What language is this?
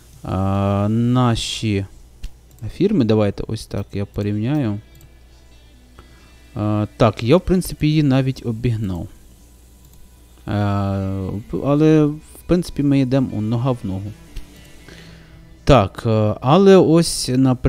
Ukrainian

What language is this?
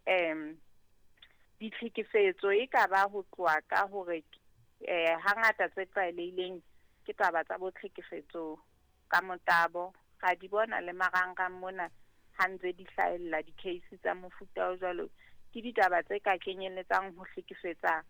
Southern Sotho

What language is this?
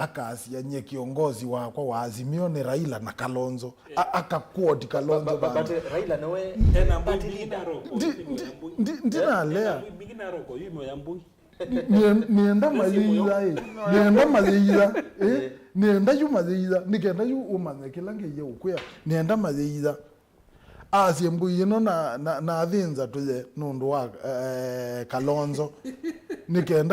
Kamba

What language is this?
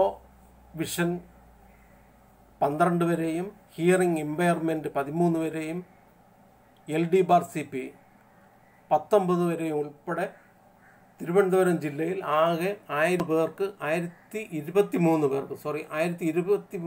Malayalam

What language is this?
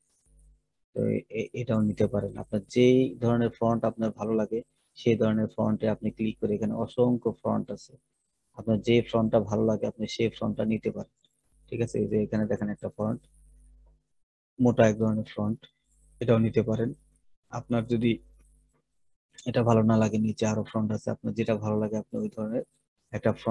Bangla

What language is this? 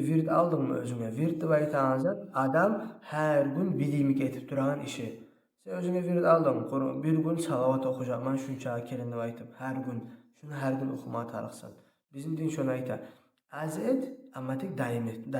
Kumyk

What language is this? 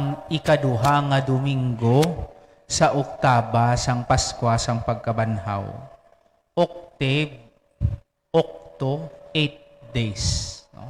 Hiligaynon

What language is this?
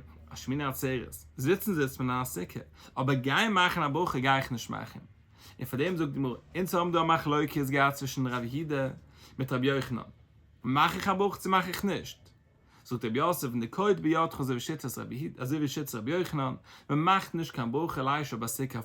Yiddish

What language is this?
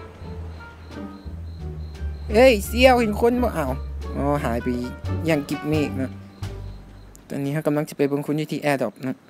Lao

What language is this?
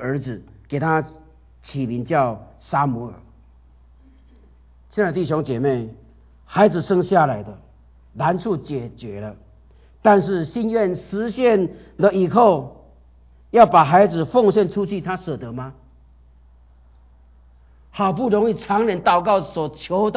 Chinese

